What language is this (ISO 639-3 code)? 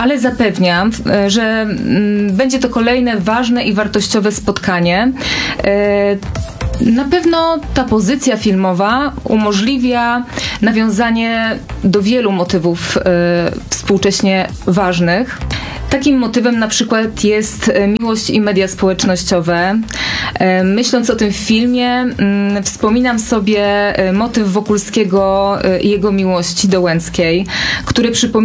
pol